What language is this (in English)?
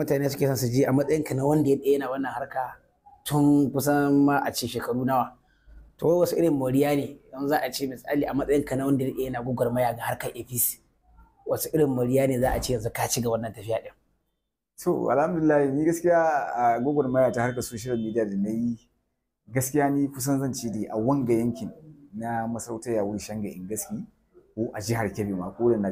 Hausa